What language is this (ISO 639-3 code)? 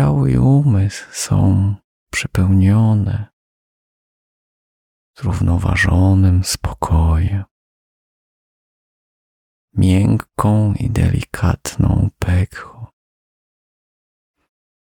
pol